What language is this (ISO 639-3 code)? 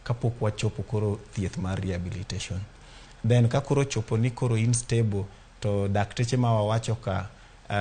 luo